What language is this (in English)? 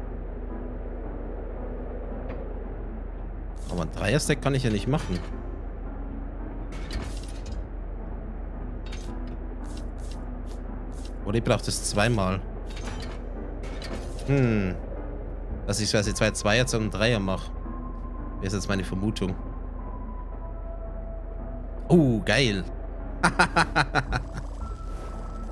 German